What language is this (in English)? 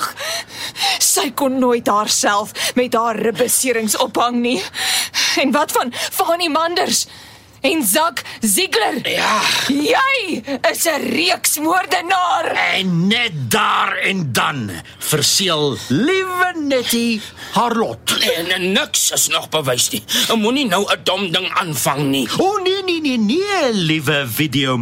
Afrikaans